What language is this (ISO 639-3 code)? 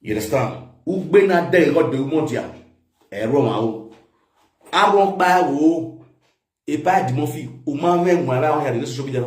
pcm